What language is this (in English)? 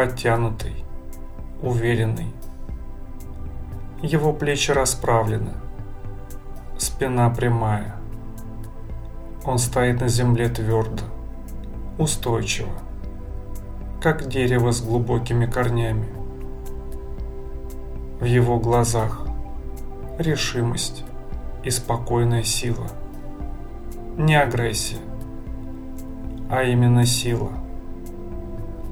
Russian